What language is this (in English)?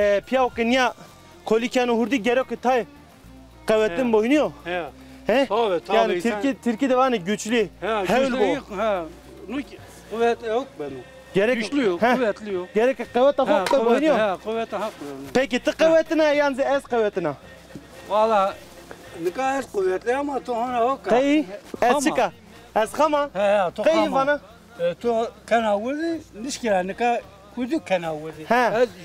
Zaza